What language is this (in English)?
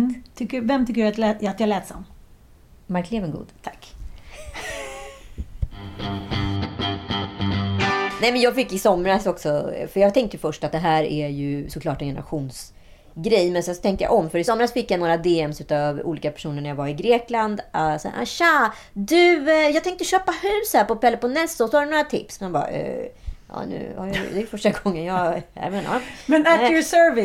Swedish